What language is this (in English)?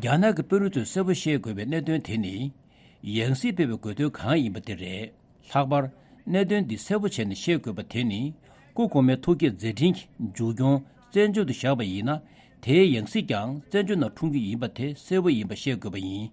Tibetan